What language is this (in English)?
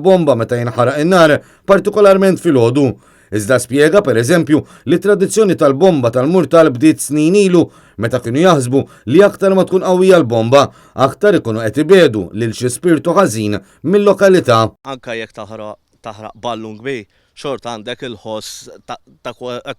Maltese